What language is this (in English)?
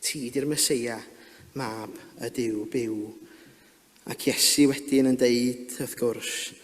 Welsh